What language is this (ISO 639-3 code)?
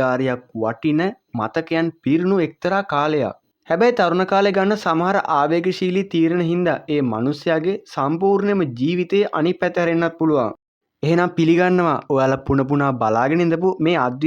sin